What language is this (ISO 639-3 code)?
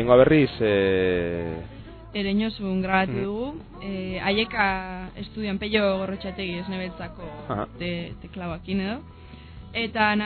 eus